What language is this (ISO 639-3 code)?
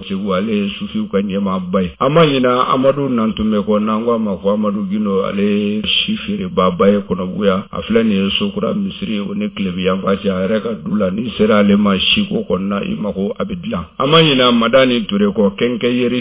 bam